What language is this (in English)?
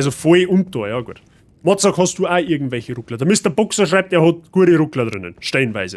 Bavarian